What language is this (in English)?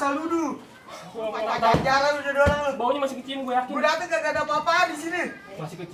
Betawi